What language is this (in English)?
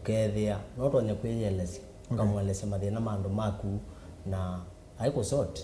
Kamba